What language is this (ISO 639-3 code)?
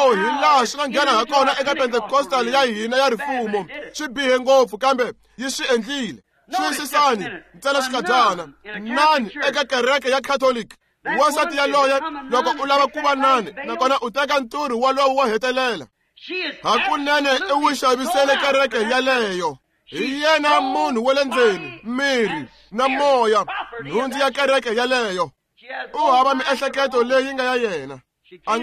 tso